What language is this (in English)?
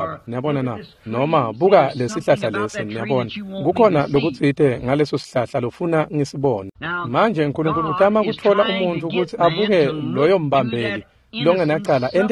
Swati